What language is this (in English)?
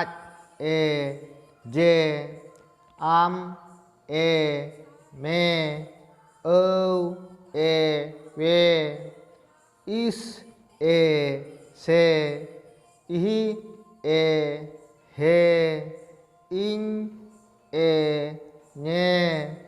Santali